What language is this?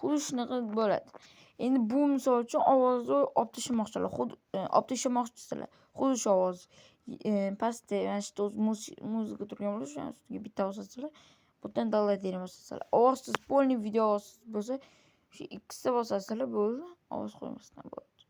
Uzbek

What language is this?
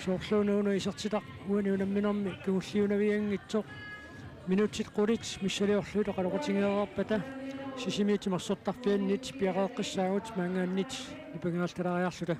Kalaallisut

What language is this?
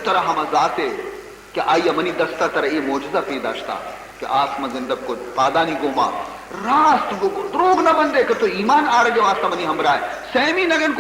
Baluchi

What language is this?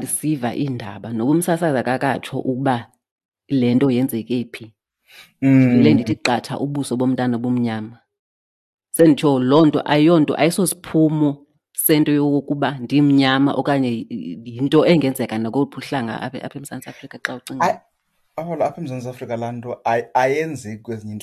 Xhosa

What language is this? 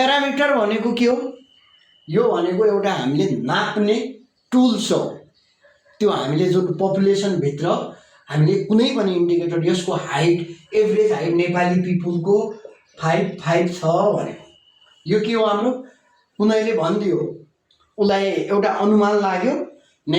Nepali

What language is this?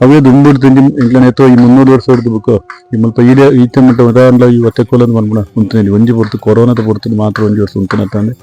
Tulu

